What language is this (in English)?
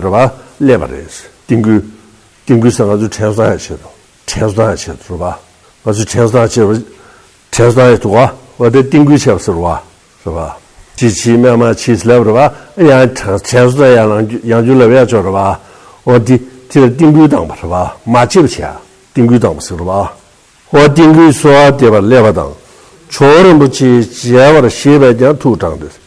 Tibetan